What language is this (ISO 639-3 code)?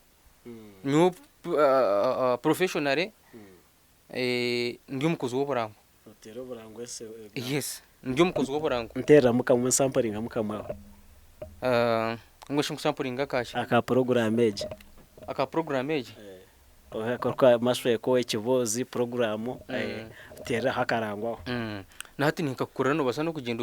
nyn